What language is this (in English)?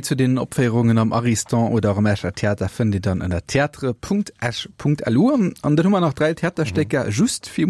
Luxembourgish